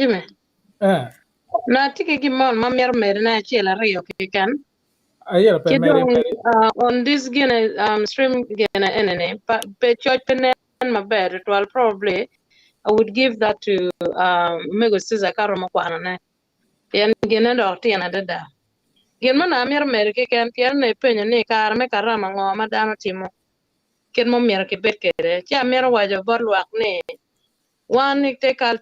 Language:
Acoli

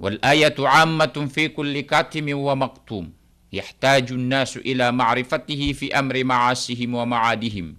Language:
Maranao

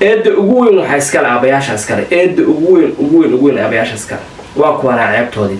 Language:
Somali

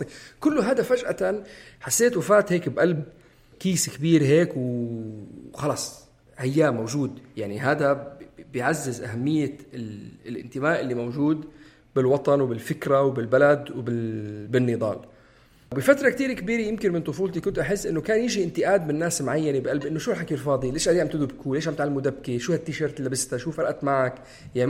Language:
North Levantine Arabic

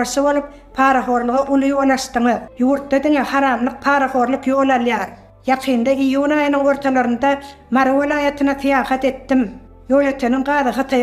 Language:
Turkmen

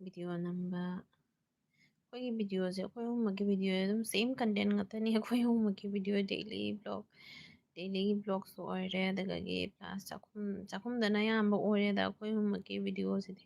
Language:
Manipuri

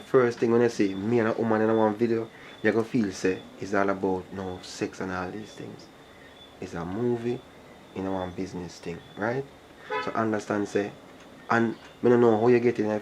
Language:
Jamaican Creole English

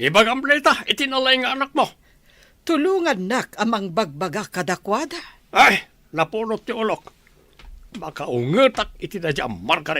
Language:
Iloko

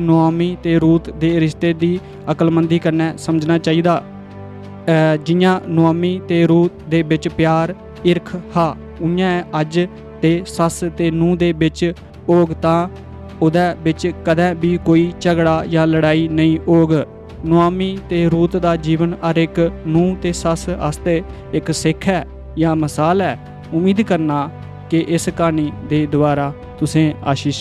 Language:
Dogri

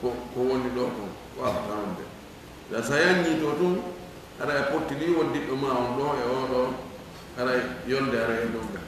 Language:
Fula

